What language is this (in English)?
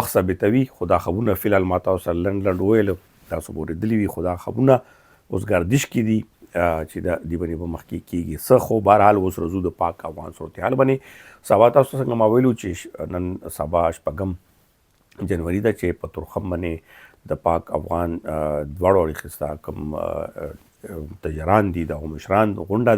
Pashto